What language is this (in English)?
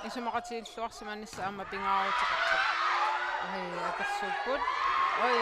Kalaallisut